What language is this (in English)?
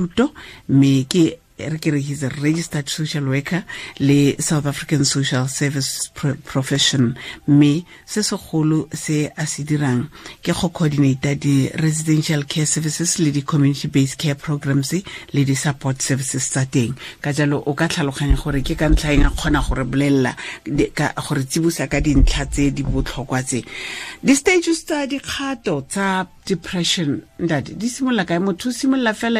Tswana